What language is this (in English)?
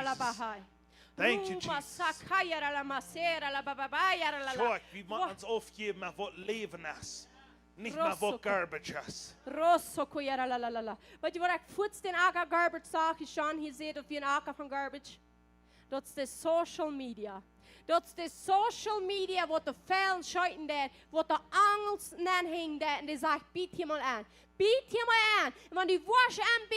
Plautdietsch